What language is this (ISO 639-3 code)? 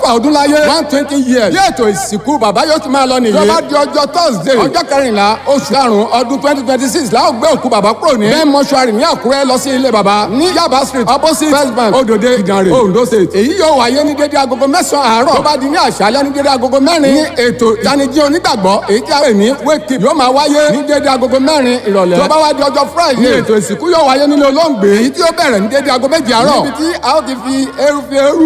yor